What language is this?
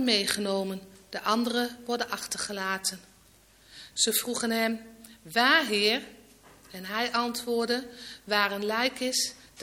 Dutch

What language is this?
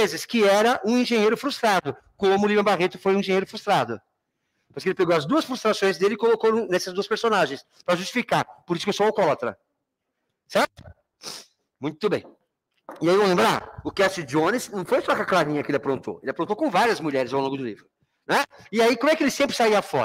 Portuguese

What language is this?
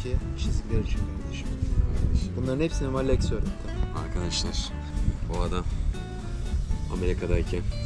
Turkish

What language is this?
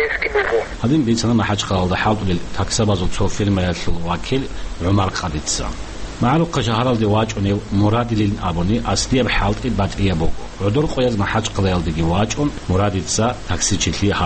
Avaric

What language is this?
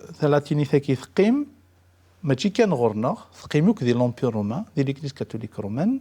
Kabyle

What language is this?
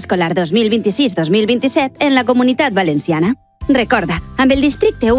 Catalan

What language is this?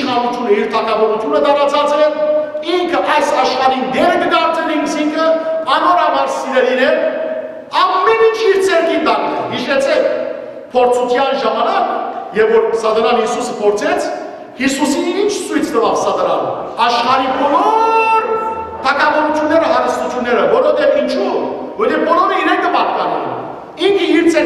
Western Armenian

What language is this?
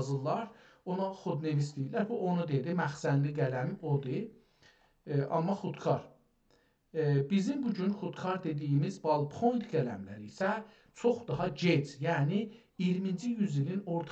South Azerbaijani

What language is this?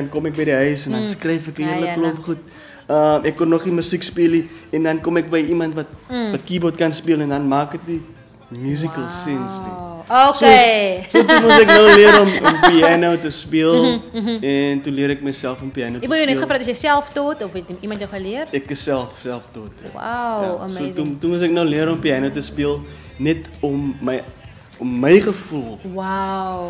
Afrikaans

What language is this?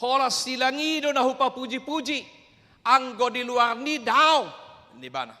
Batak Toba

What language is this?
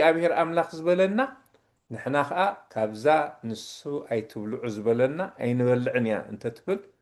Tigrinya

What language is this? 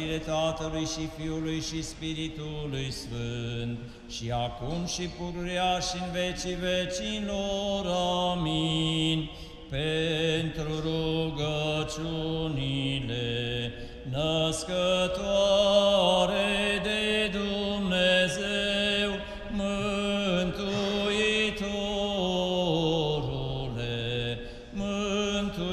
Romanian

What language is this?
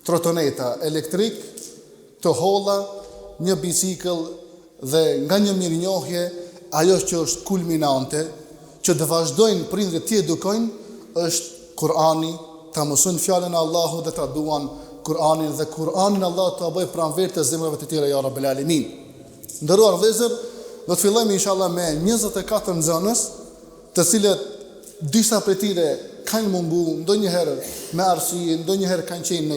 Albanian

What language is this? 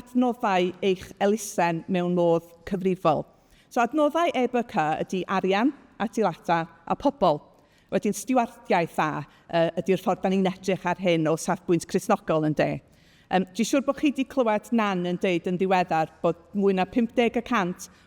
Welsh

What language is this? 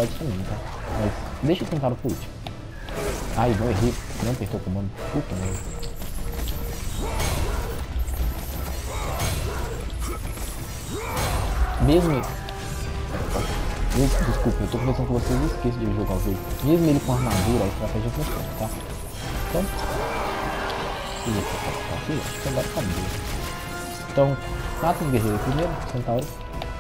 Portuguese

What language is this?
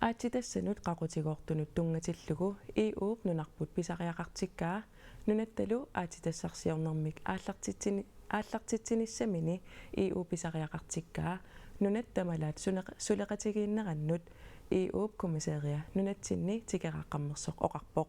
Kalaallisut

